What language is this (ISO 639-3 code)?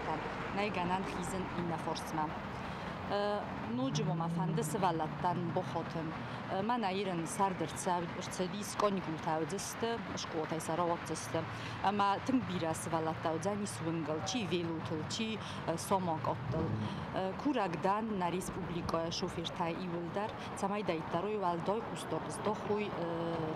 oss